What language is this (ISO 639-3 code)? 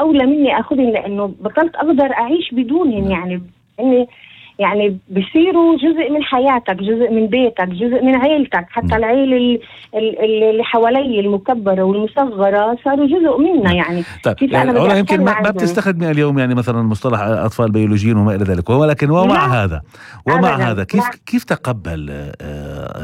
apc